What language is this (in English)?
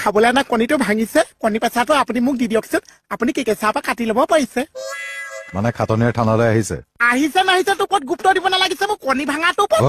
Assamese